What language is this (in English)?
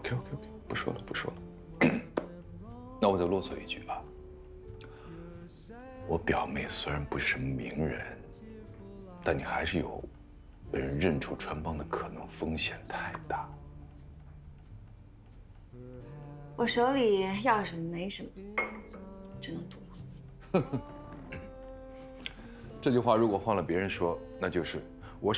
Chinese